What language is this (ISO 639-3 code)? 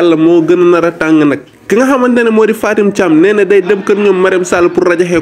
wol